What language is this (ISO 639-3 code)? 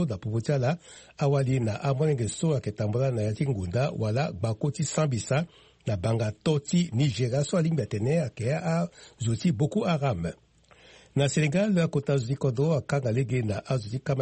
sag